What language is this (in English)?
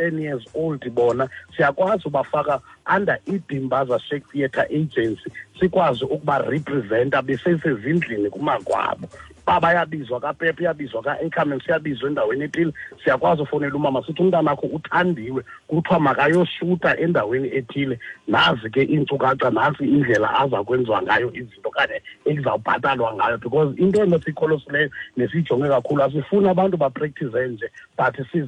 Xhosa